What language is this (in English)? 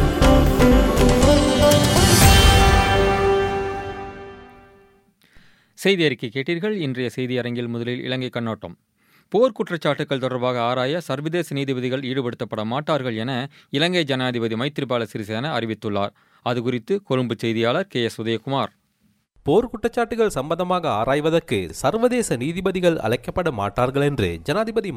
Tamil